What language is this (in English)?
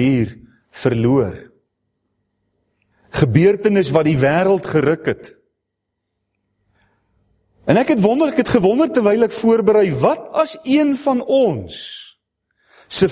Afrikaans